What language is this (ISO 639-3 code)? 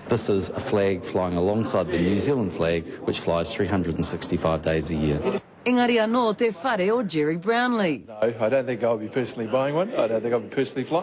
mri